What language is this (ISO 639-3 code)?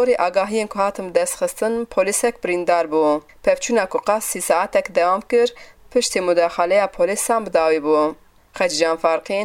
kur